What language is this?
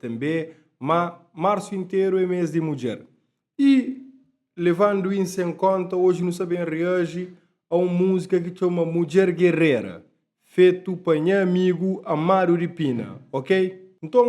Kabuverdianu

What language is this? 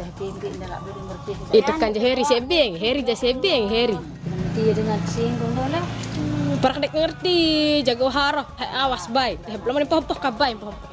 Sasak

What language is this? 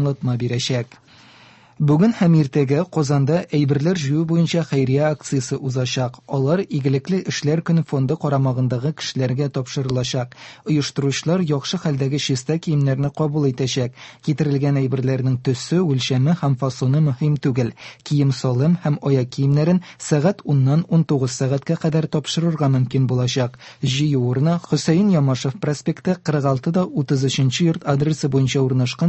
Tatar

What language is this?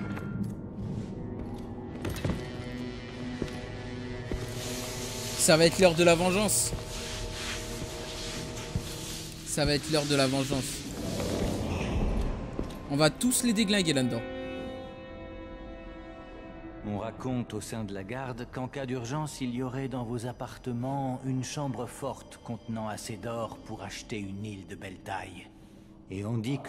French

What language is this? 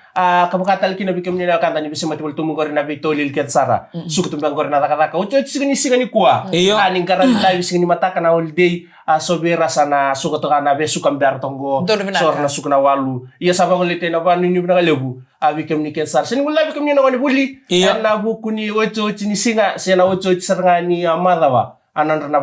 Fijian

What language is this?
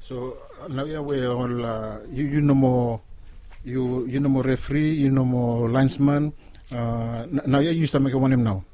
Bislama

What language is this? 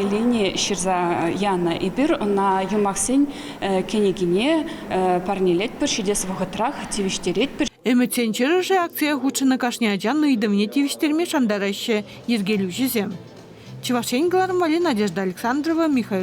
Chuvash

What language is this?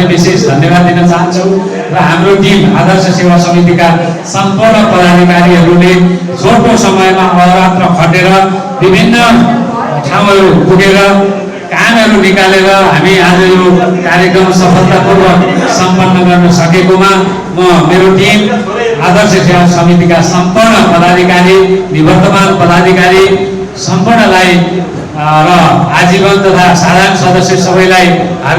Nepali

